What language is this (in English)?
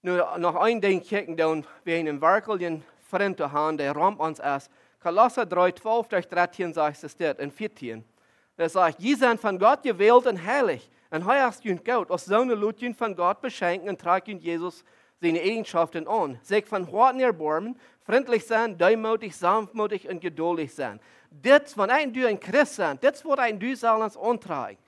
Plautdietsch